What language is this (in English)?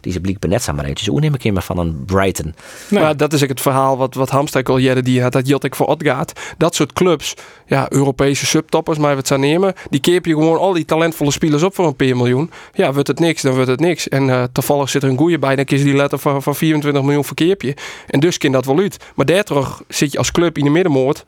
Western Frisian